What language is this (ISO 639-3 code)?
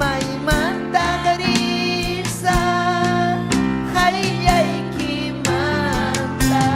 quy